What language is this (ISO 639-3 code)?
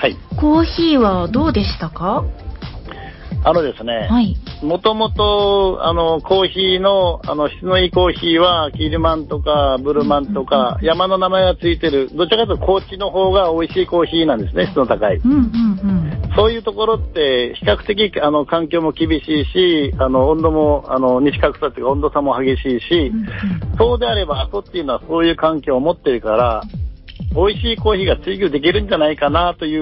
jpn